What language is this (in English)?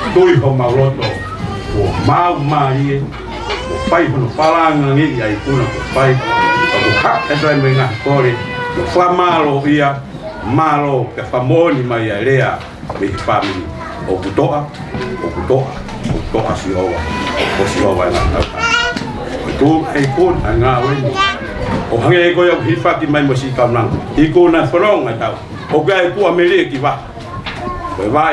Tongan